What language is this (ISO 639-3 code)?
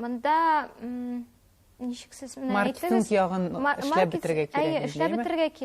tat